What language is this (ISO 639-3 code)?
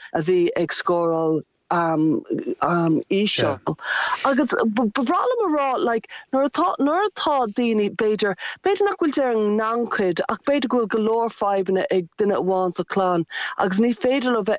gle